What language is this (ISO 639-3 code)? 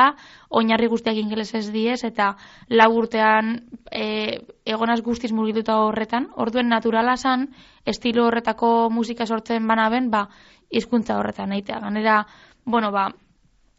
eus